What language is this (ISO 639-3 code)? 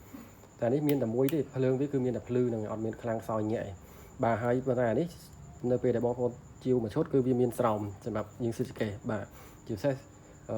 khm